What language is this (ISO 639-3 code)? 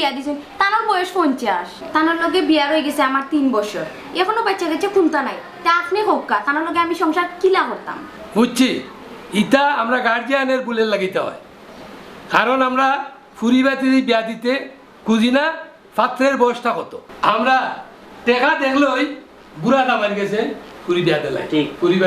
syl